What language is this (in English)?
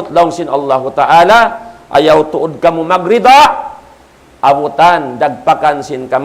Tausug